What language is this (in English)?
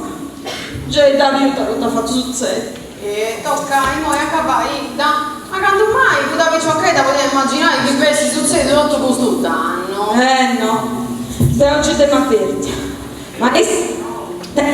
Sardinian